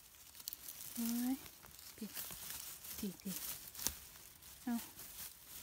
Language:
Thai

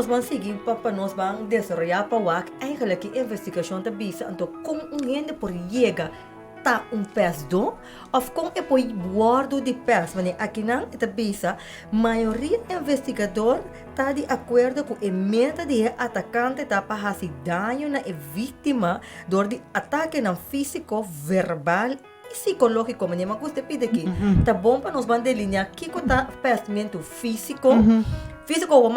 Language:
Papiamento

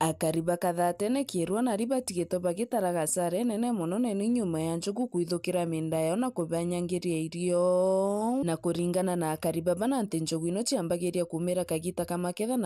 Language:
Meru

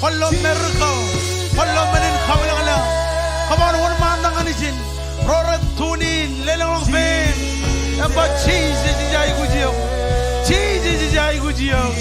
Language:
Marshallese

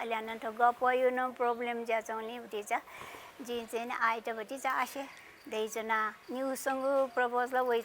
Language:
Newari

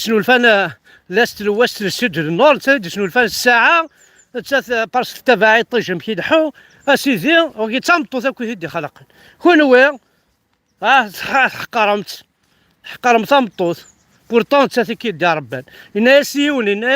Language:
Kabyle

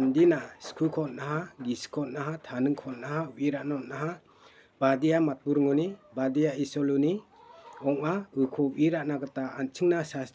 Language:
Garo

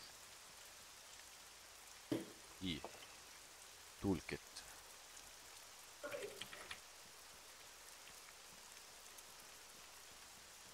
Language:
Estonian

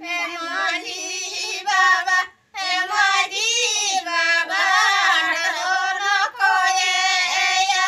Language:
Santali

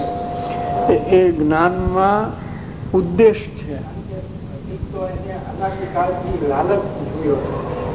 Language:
Gujarati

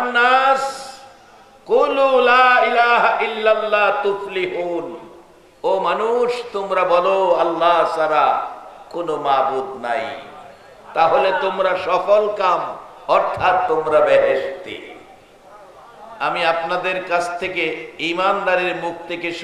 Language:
Bangla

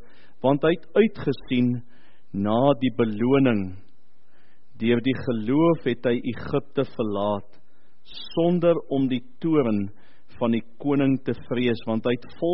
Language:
Afrikaans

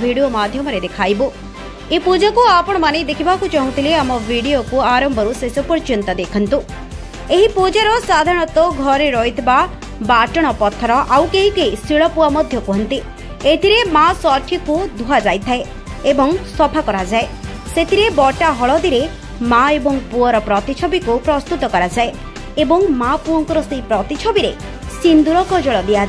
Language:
Odia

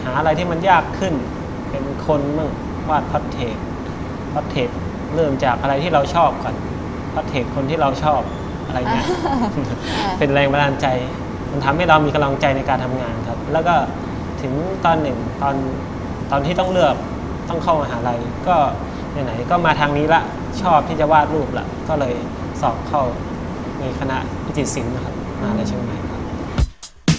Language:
Thai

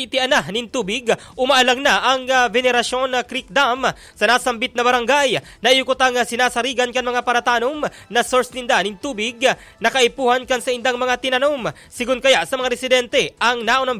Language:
Bikol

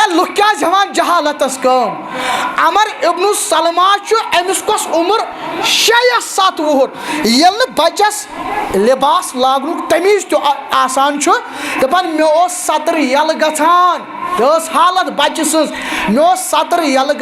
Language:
Kashmiri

